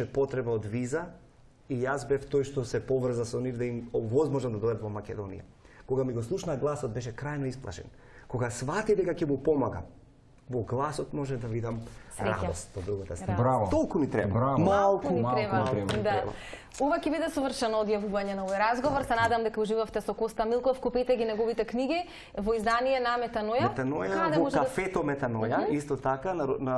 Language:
Macedonian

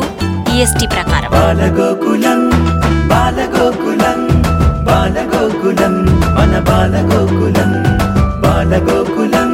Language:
Telugu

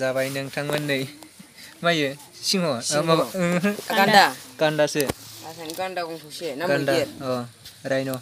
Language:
Bodo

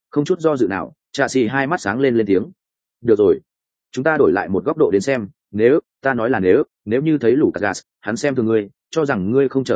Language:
Vietnamese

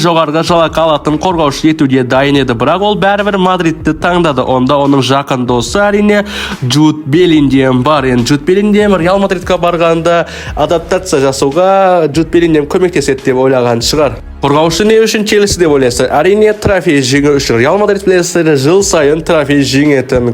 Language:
Kazakh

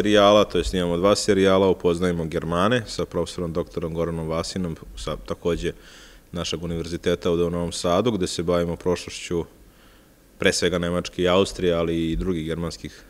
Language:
Serbian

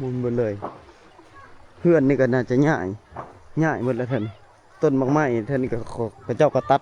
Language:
Lao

